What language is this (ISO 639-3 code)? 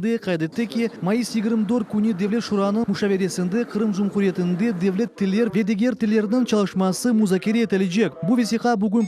crh